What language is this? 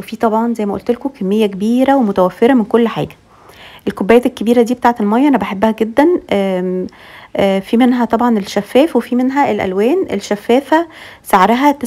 Egyptian Arabic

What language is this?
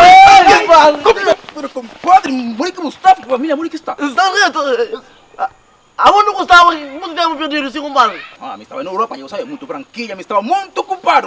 Kabuverdianu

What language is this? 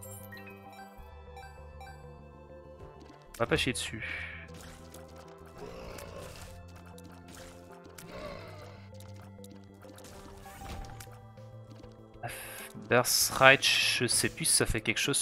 French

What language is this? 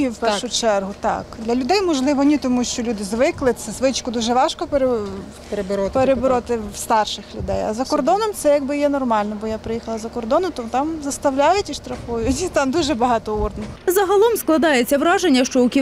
Ukrainian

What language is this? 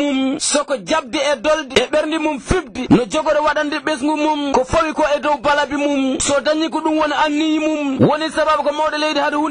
Fula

